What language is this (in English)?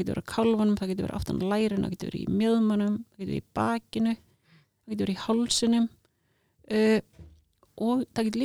Icelandic